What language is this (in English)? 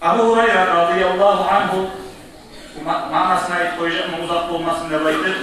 Kumyk